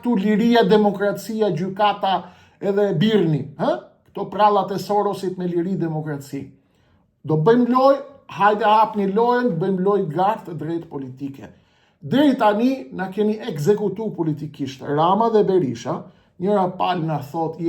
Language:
Albanian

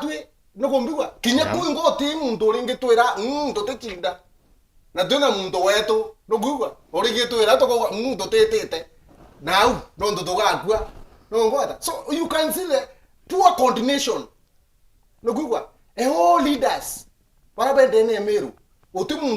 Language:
Meru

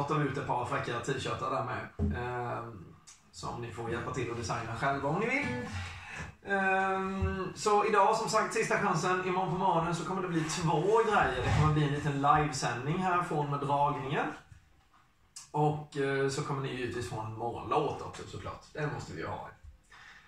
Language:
Swedish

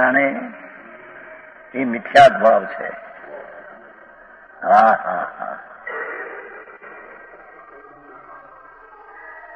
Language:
Gujarati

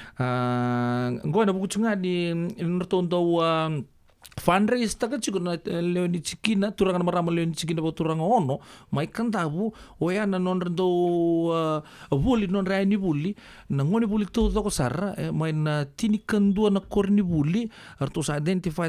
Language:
Fijian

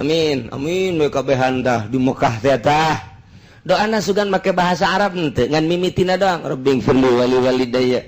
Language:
Sundanese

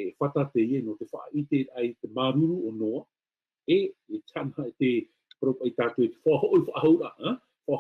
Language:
Tahitian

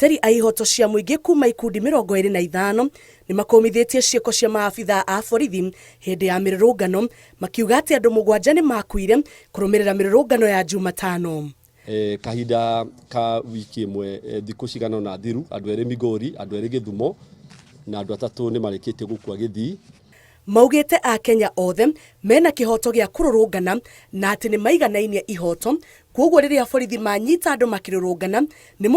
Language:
Kikuyu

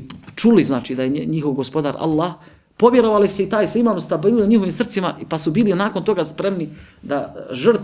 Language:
Bosnian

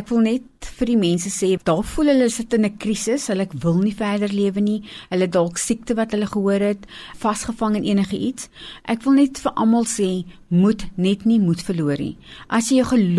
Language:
Afrikaans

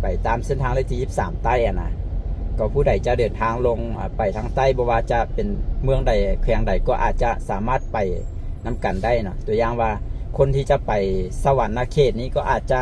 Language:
Lao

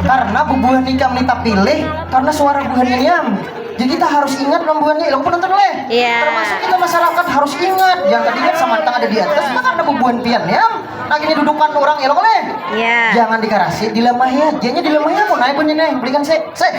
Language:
Banjar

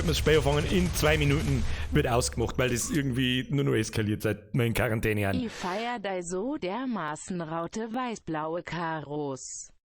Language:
Bavarian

